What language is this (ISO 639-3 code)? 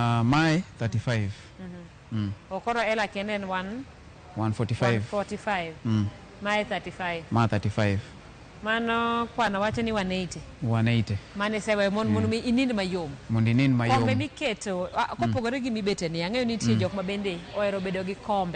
luo